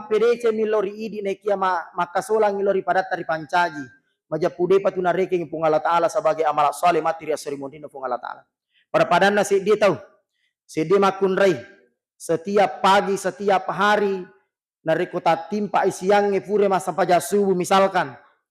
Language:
Buginese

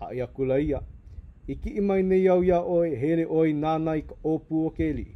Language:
Hawaiian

